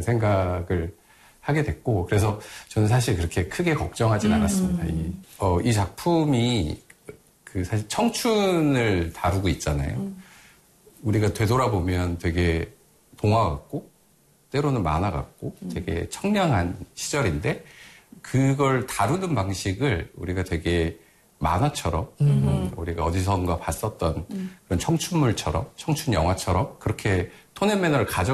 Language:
Korean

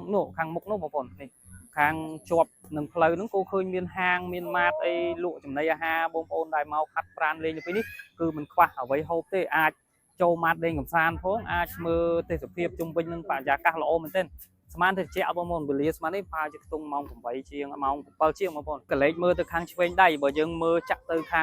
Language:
Khmer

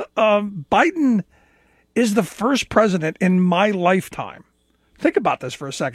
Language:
English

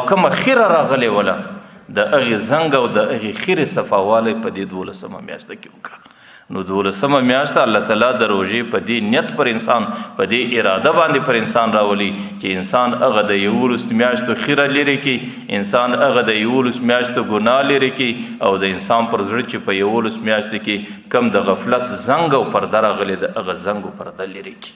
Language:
Pashto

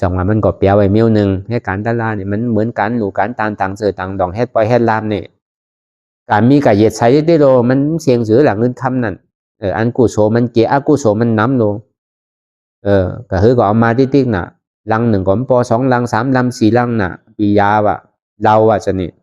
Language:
Shan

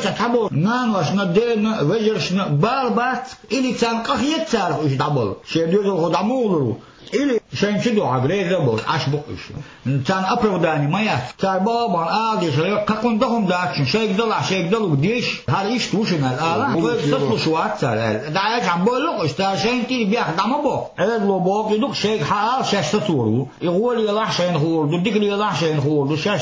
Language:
Chechen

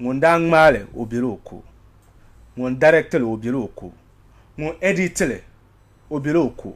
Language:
Dagbani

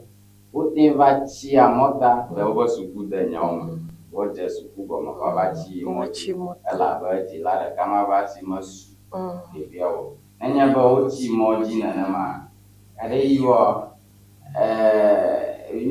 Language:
Ewe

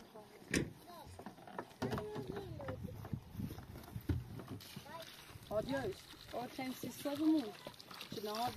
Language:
Persian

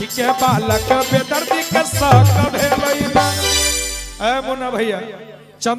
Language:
Magahi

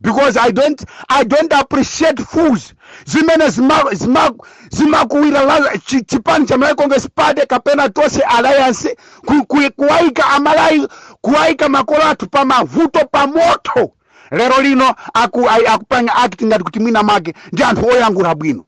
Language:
Nyanja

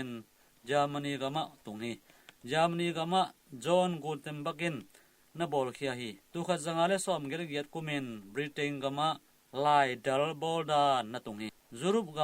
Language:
Tedim Chin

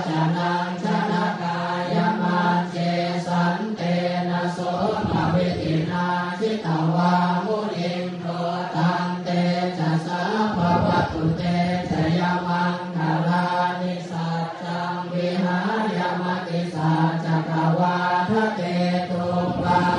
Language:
Pali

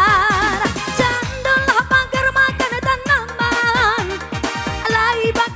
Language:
Minangkabau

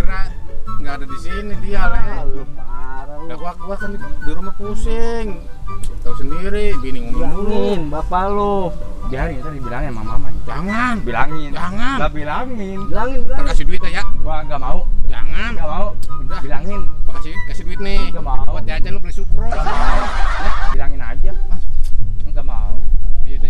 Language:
Betawi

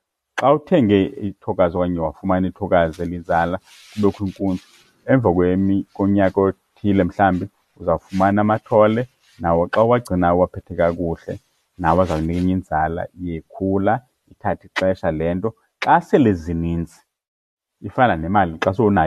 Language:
Xhosa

